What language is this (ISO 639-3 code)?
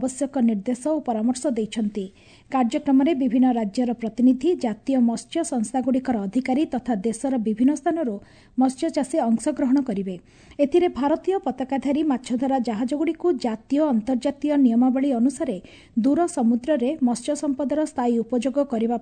ori